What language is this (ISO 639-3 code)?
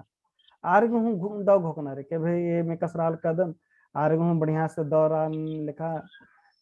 kru